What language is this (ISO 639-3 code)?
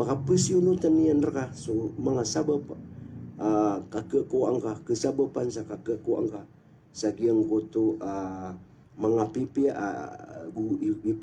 mrw